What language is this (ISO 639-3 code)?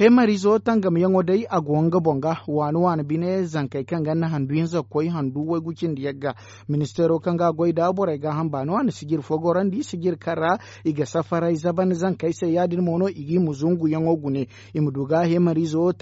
dje